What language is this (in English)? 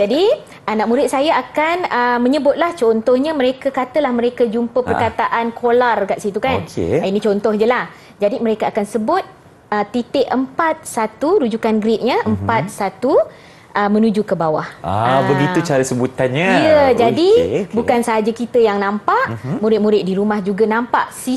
Malay